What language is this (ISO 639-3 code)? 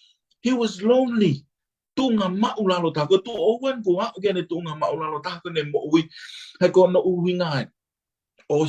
ton